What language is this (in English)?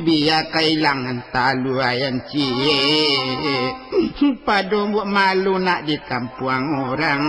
Minangkabau